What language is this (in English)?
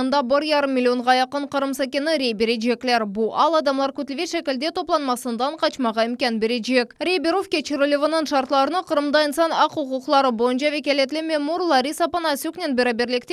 Crimean Tatar